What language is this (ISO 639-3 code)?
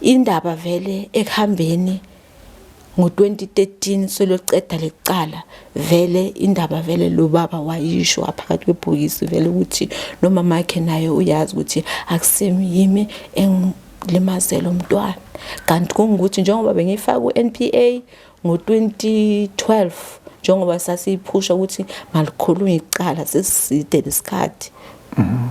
zul